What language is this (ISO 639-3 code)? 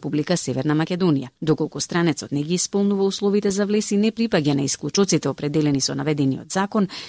mkd